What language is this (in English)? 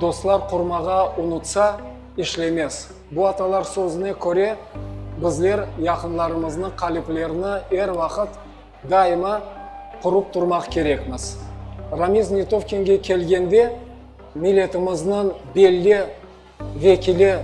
Crimean Tatar